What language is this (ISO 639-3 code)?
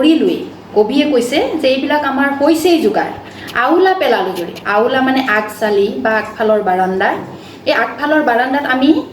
asm